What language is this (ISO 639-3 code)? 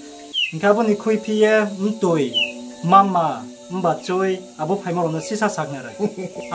ria